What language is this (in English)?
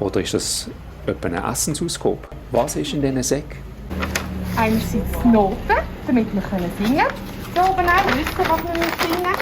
Swiss German